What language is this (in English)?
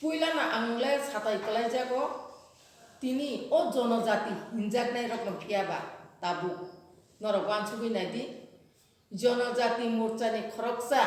Kok Borok